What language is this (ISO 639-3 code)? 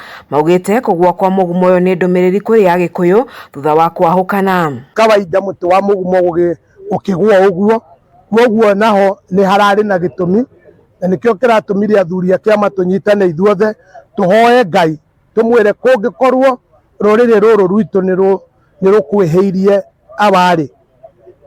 kik